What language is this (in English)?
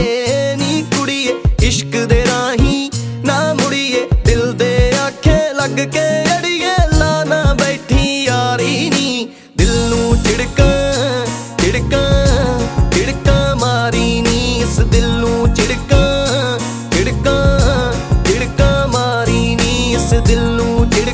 Punjabi